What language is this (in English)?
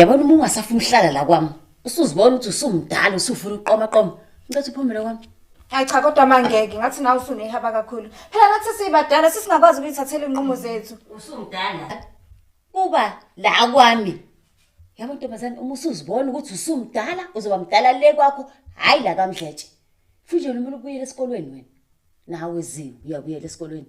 Zulu